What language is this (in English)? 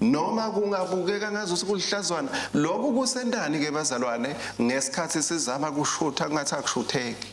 Swati